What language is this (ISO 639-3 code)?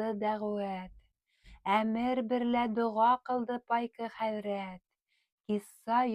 bak